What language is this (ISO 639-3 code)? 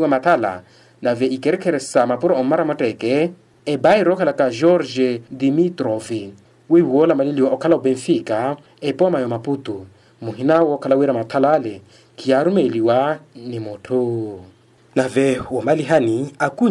vmw